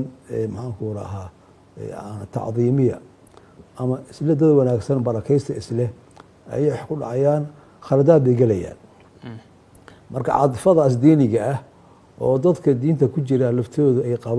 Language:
Somali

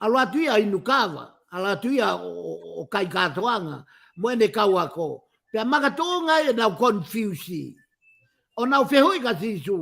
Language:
Tongan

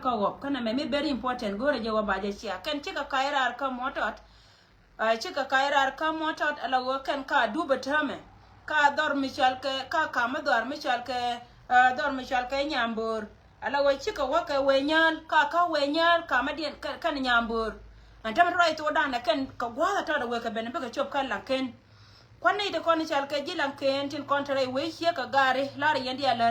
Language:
Nuer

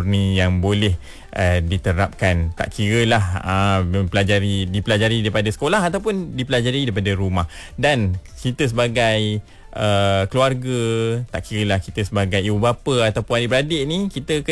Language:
Malay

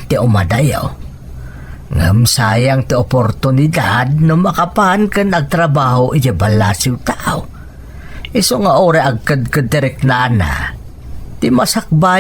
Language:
Iloko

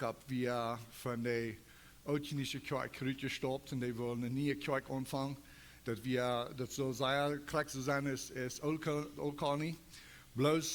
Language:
Plautdietsch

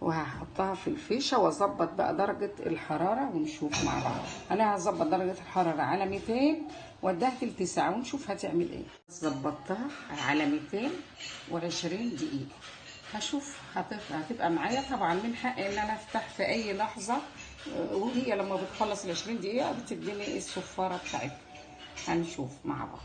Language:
Egyptian Arabic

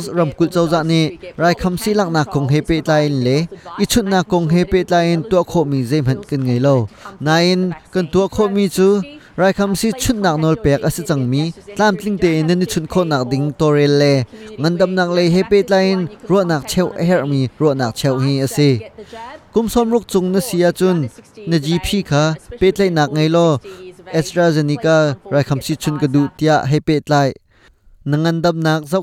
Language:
Hakha Chin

